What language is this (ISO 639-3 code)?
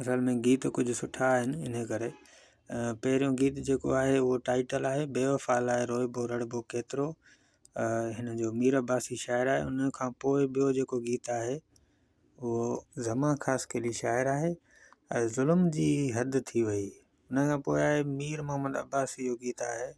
snd